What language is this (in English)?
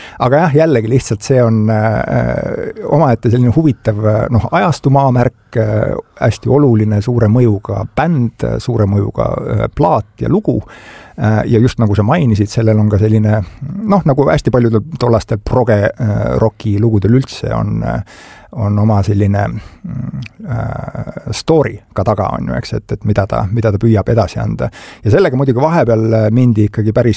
Estonian